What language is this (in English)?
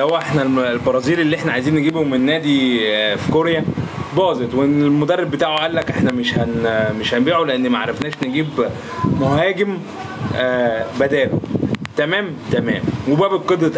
Egyptian Arabic